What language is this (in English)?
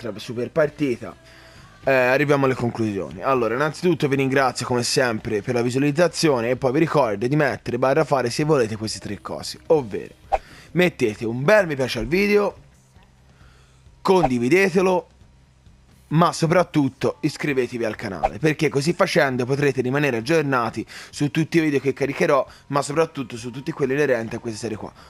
Italian